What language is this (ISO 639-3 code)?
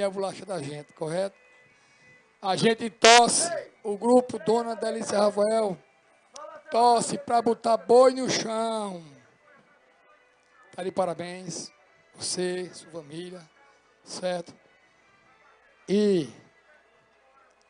por